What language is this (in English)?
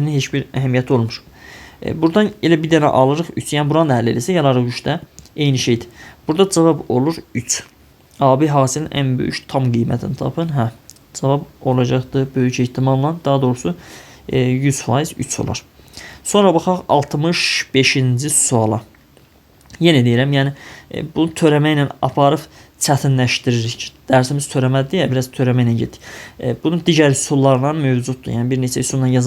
Azerbaijani